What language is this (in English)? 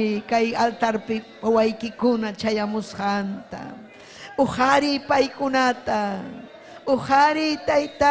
Ayacucho Quechua